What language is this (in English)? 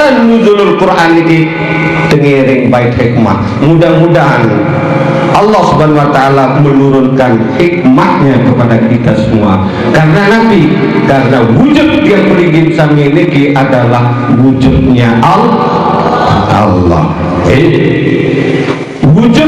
Sasak